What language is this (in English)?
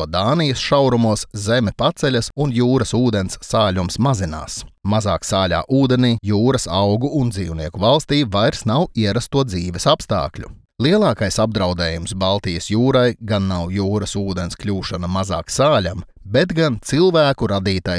Latvian